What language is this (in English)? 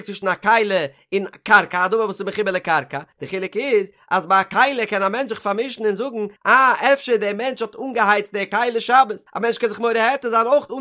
Yiddish